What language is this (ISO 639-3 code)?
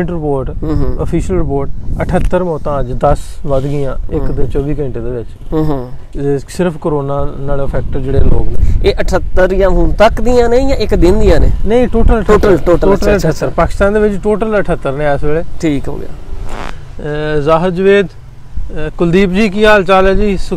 pan